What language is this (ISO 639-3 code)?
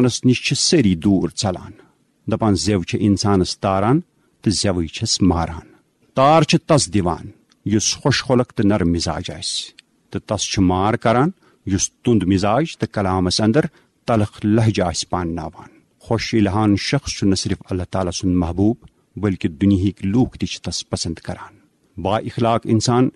kas